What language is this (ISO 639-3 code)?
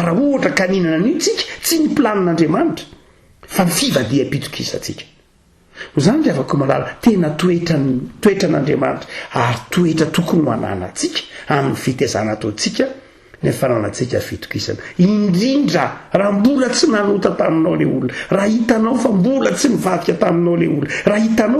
mlg